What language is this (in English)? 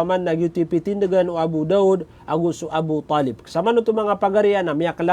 Maranao